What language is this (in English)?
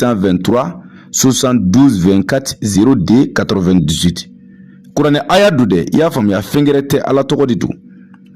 Bambara